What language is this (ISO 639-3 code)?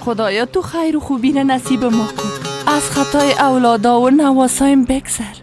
fas